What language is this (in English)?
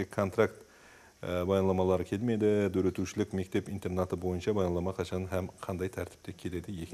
Kara-Kalpak